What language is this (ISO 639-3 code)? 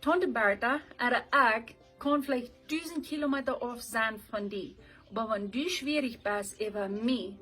pdt